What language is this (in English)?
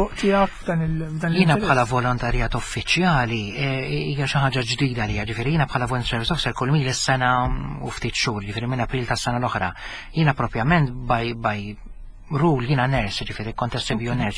Maltese